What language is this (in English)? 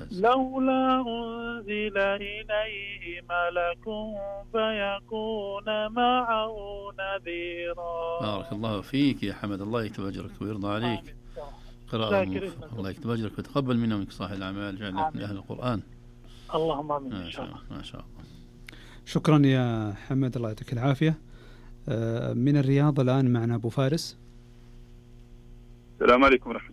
Arabic